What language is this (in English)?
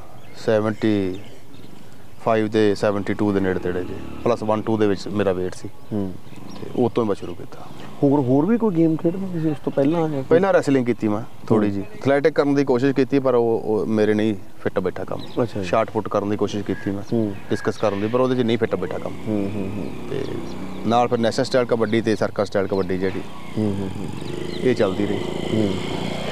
Punjabi